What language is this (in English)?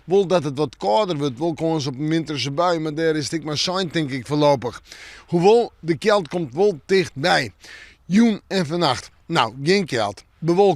Western Frisian